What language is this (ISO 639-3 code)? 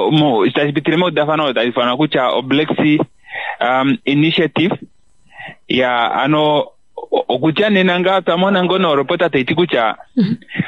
kua